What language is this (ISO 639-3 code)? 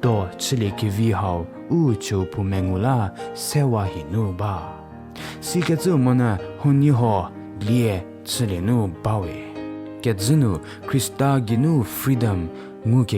njm